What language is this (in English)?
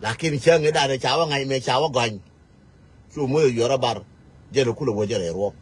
Nuer